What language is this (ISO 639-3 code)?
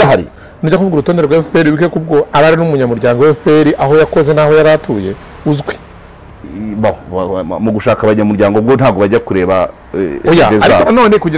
kin